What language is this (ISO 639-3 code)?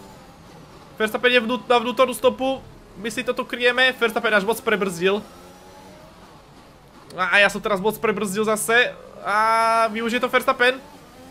slk